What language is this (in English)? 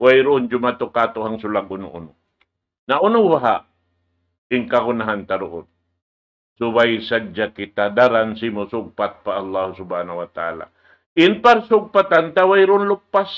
Tausug